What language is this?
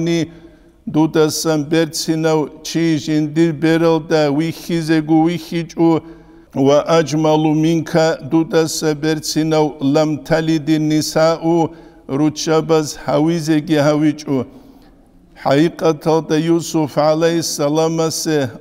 Avaric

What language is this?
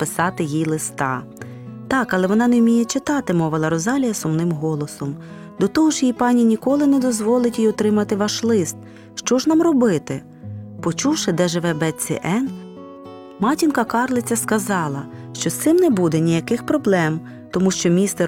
Ukrainian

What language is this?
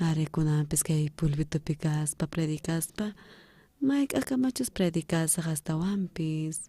South Bolivian Quechua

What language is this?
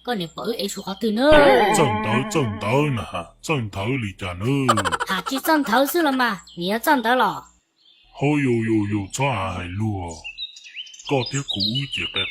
Hmong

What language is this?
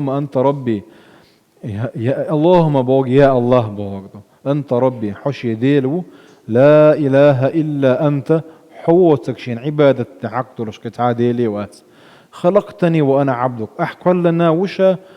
Chechen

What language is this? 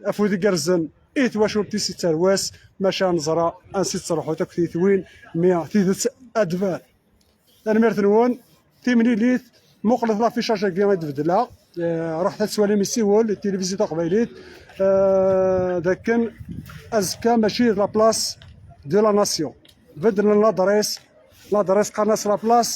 Kabyle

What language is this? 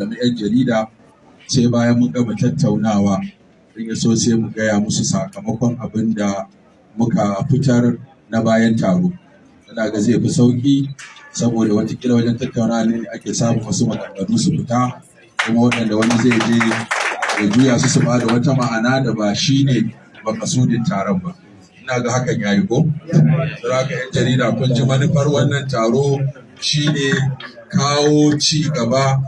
Hausa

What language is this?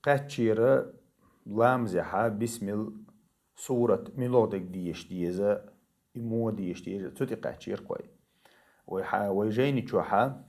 Chechen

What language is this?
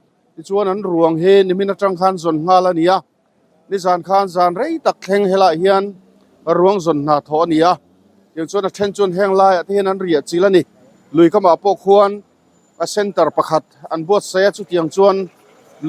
Mizo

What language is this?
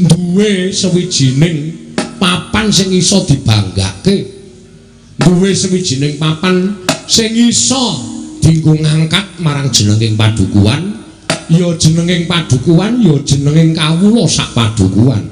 Javanese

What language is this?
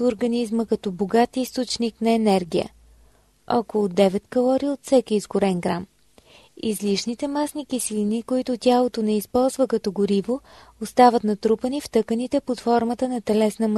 Bulgarian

